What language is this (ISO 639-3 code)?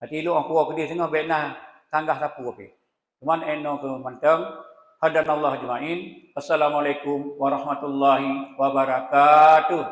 ace